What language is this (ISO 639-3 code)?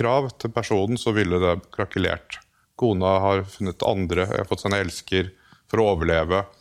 nor